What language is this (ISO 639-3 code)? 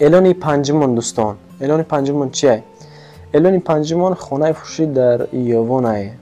tgk